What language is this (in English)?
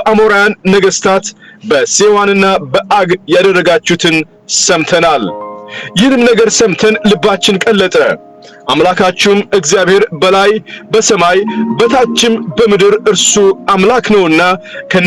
Amharic